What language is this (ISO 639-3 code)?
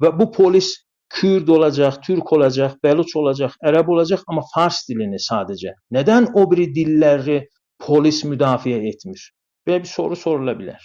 azb